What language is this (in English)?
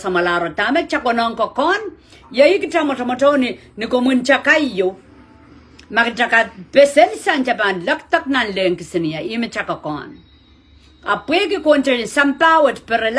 Pohnpeian